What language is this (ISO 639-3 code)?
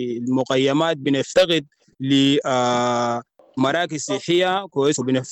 apd